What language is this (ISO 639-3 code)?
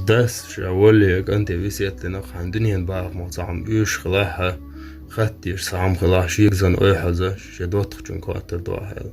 che